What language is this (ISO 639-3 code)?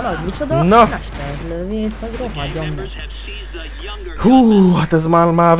hun